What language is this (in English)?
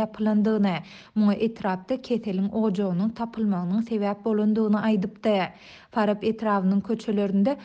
Turkmen